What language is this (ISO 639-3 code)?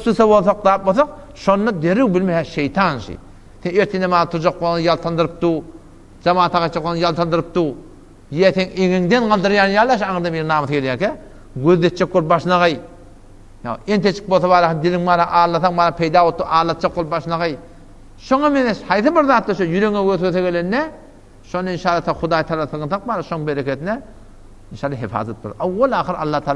tuk